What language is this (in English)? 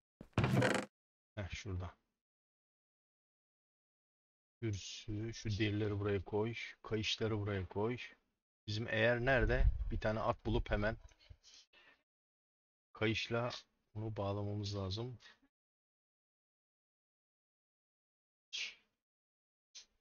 Turkish